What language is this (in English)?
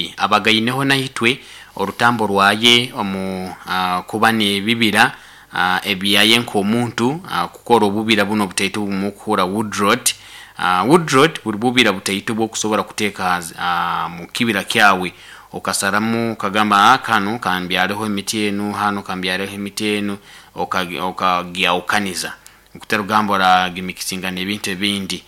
Nyoro